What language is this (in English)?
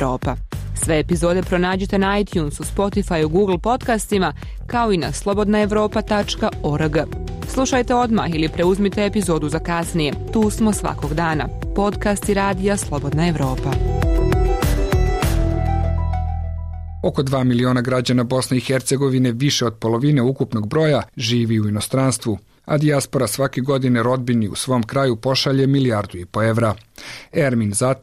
Bosnian